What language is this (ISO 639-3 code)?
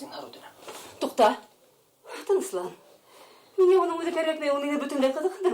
bak